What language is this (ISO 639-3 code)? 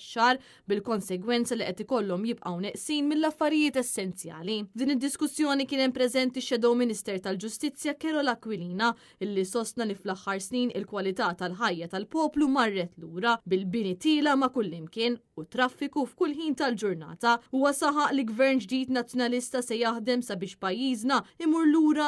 mlt